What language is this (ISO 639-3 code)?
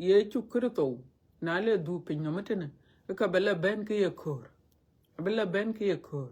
din